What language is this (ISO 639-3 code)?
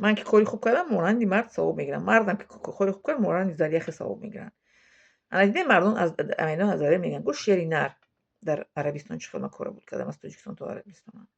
tgk